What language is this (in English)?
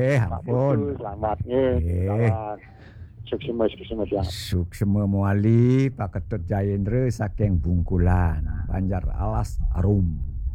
Balinese